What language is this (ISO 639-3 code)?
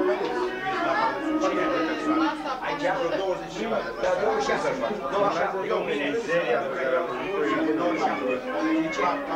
ron